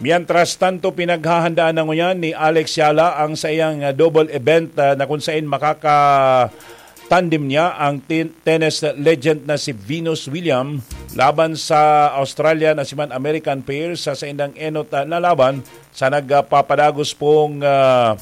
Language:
Bikol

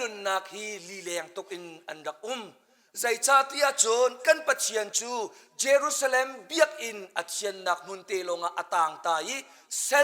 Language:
Hakha Chin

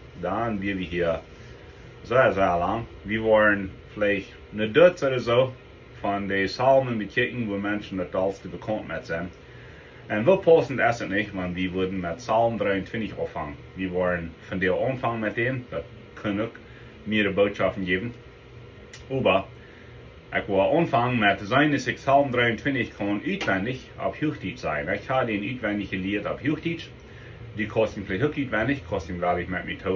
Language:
Plautdietsch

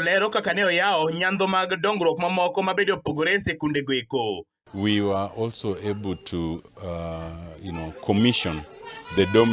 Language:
Luo (Kenya and Tanzania)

